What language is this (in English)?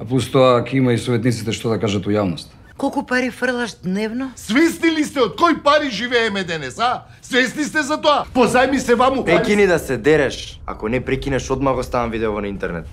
Macedonian